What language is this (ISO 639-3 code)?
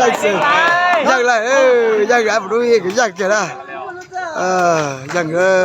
lao